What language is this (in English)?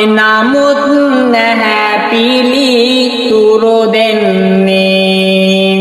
Sinhala